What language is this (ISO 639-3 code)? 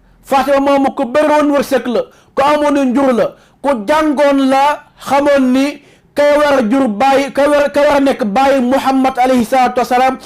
wol